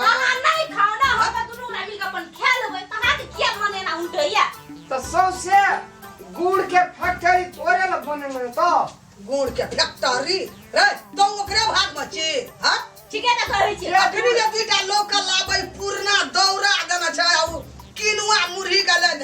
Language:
Maithili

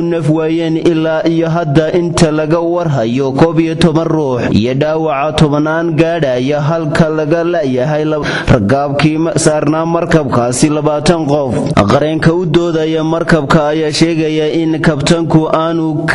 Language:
Somali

